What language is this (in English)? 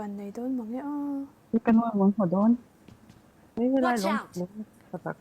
Tedim Chin